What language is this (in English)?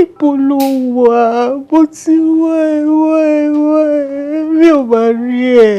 Yoruba